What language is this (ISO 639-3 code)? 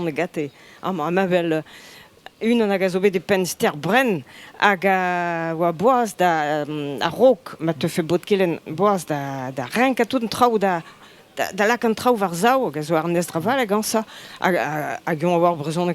bre